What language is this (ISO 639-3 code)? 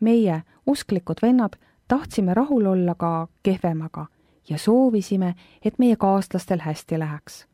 est